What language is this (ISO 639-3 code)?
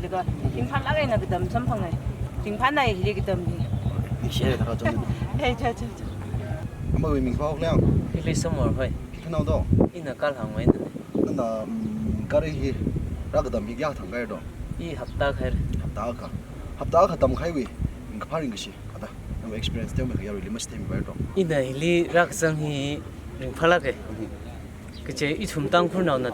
nmf